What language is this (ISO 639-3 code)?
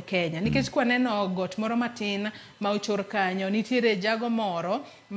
luo